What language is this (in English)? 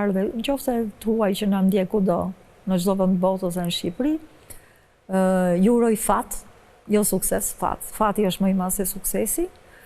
Albanian